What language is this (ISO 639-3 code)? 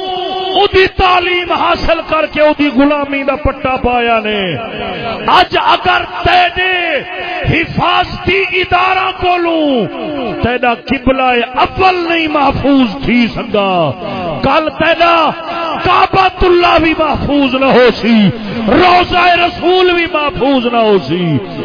skr